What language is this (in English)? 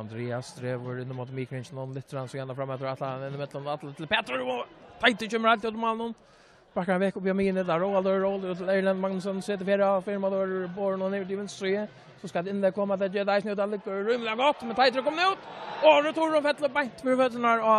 Faroese